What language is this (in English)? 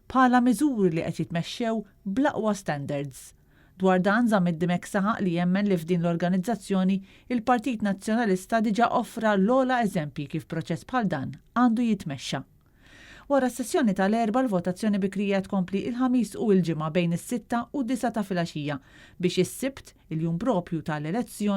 Maltese